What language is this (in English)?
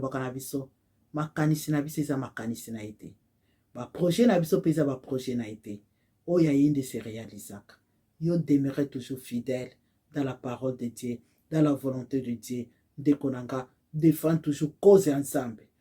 Lingala